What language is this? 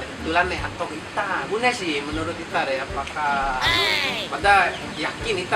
Bima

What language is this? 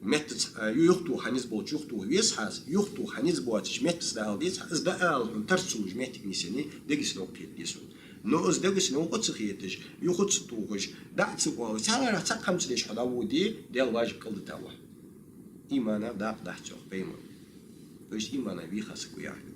Ingush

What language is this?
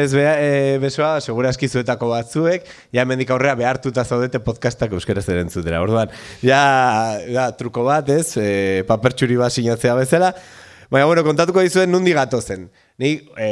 Basque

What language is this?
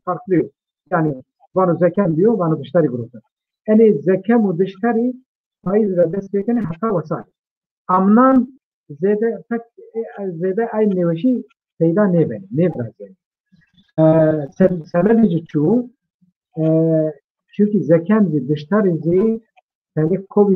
Zaza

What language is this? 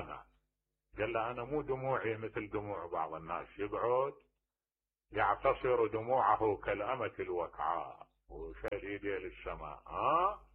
Mesopotamian Arabic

